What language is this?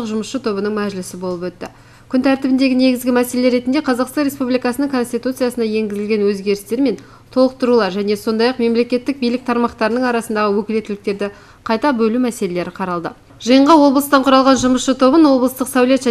Kazakh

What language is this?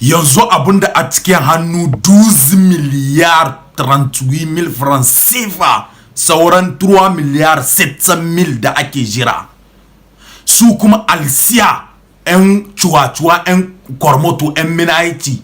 Hausa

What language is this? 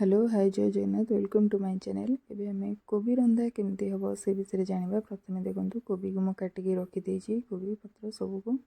Odia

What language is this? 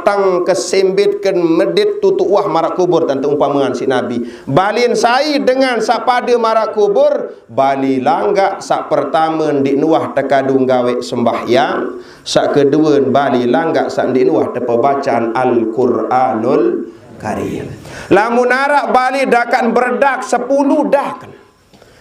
Sasak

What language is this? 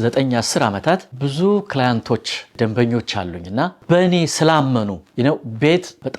Amharic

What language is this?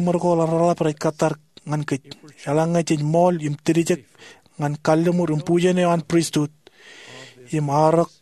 Marshallese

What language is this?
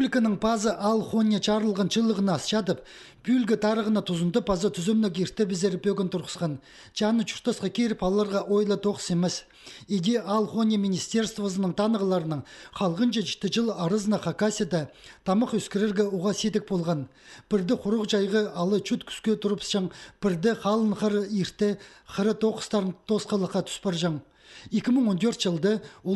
Khakas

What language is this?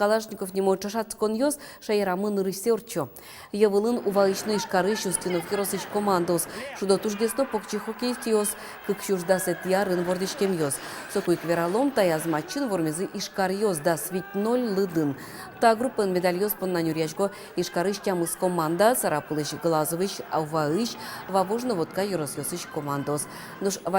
Udmurt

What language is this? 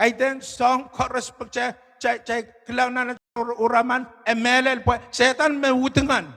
Pohnpeian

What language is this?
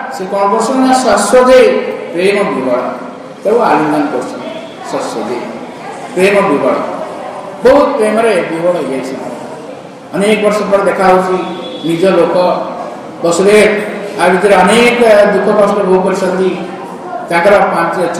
Odia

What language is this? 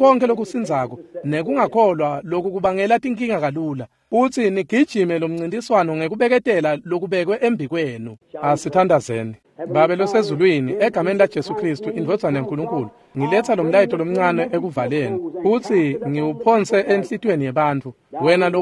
Swati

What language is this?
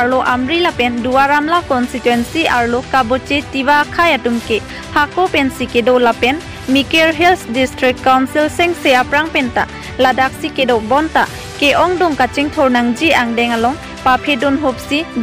Karbi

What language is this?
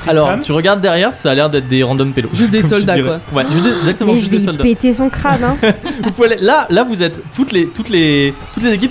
French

